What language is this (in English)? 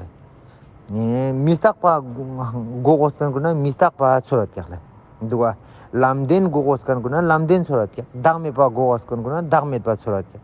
Ladakhi